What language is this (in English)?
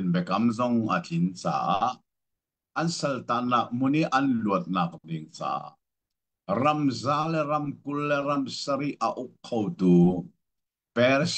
Hakha Chin